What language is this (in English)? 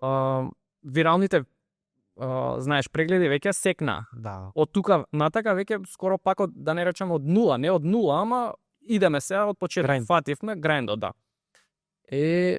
Macedonian